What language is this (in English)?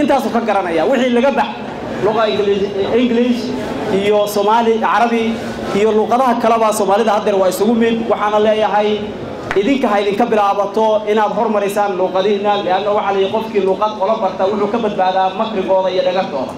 Somali